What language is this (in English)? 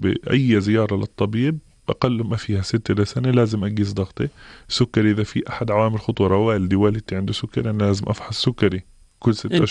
North Levantine Arabic